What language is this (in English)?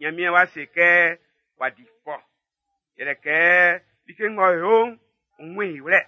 Baoulé